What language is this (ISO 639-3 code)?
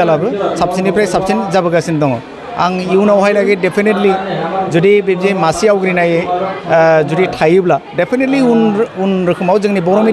brx